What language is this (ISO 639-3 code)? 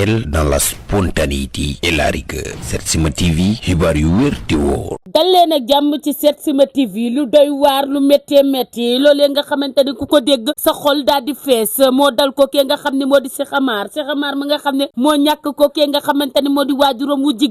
wol